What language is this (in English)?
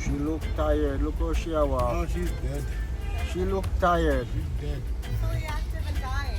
Jamaican Creole English